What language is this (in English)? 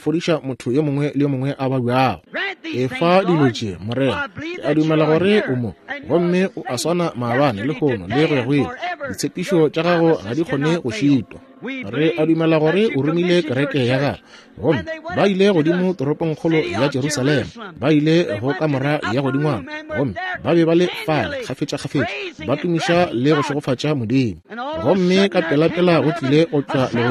Northern Sotho